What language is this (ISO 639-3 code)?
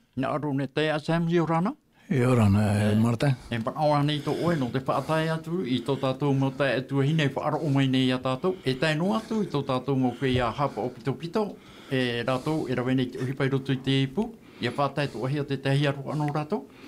tah